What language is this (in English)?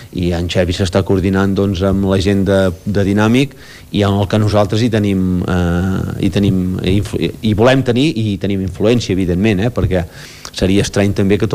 Catalan